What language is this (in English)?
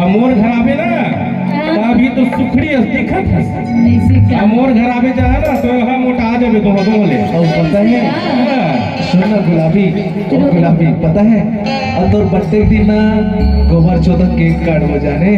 Chhattisgarhi